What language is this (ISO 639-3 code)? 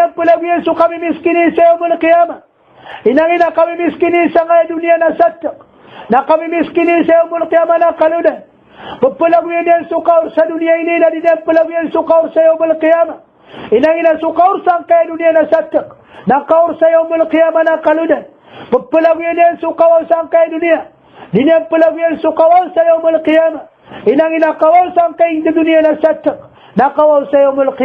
mrw